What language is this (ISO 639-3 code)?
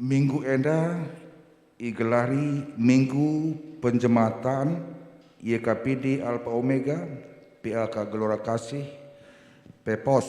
btx